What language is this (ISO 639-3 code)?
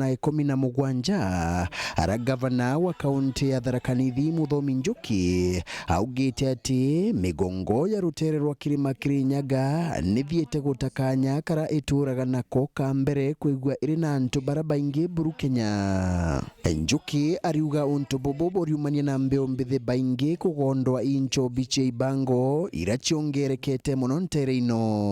mer